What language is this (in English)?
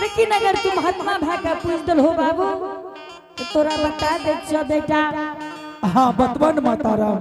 Angika